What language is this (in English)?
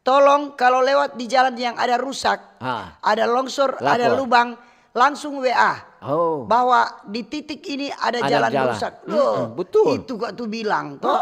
Manado Malay